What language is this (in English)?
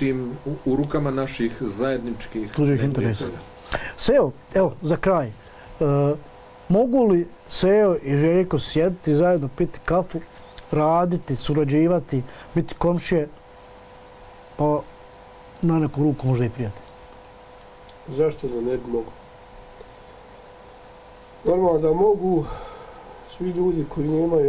Bosnian